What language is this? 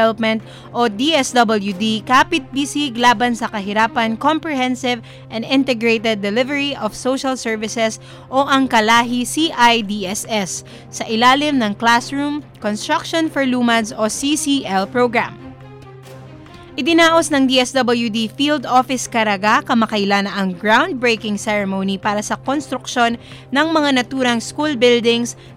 Filipino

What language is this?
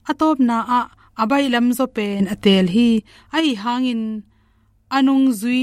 Tedim Chin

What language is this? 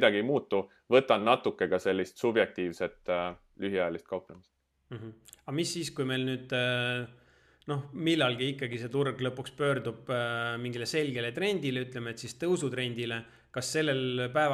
Estonian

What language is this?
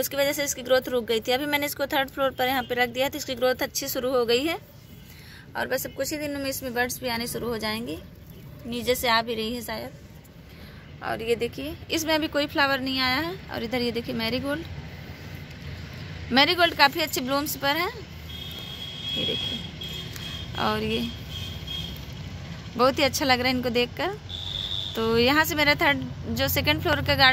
Hindi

